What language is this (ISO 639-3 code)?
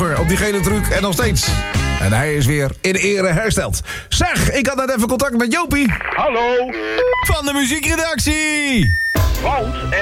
nld